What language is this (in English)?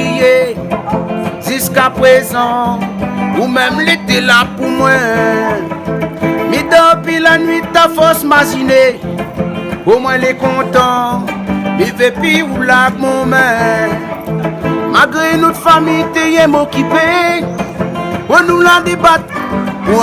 Réunion Creole French